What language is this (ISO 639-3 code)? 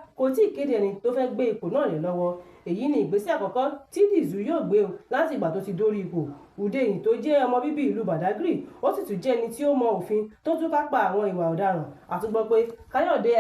yor